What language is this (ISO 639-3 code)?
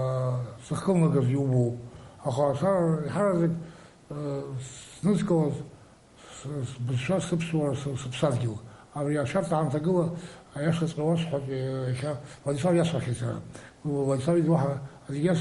abk